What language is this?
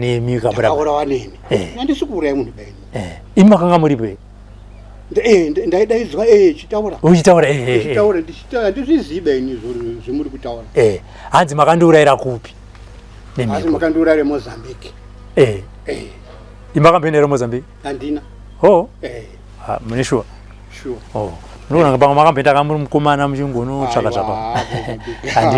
Shona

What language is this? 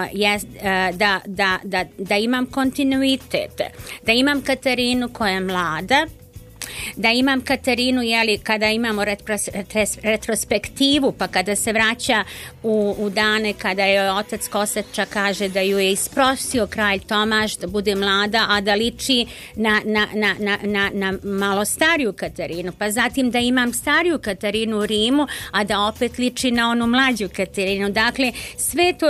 Bosnian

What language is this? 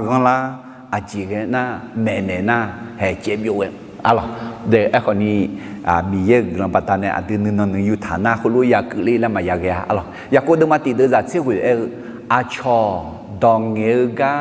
Akha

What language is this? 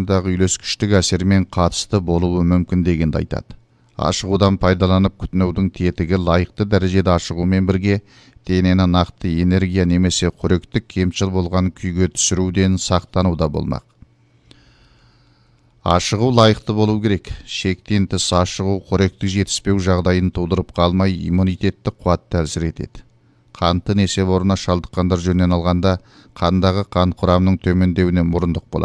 Kazakh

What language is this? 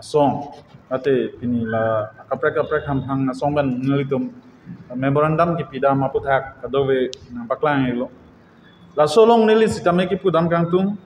Karbi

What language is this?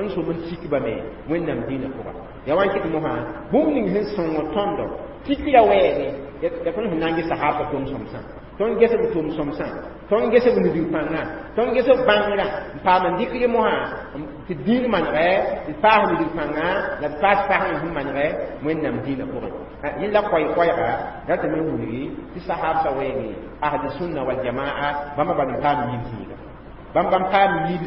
Mossi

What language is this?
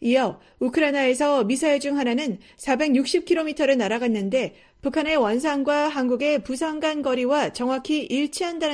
Korean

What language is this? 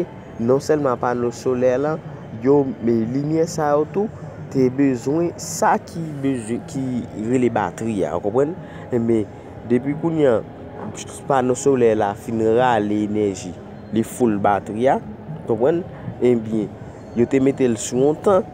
Haitian Creole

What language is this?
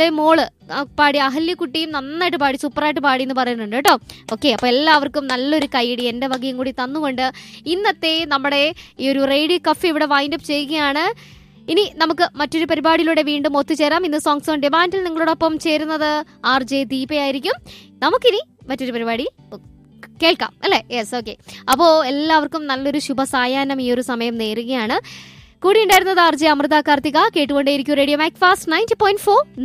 Malayalam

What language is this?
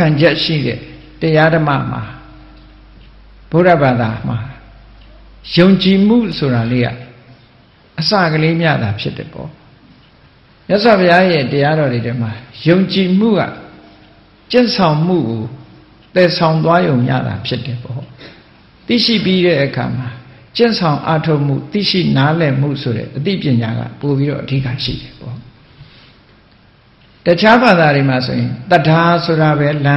Burmese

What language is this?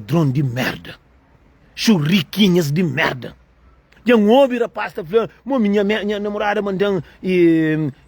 Kabuverdianu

